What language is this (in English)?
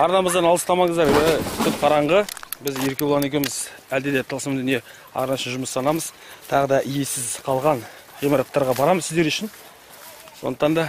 Kazakh